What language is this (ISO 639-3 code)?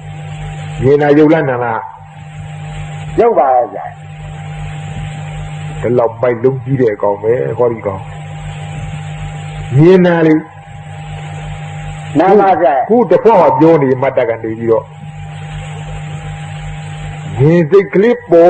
mya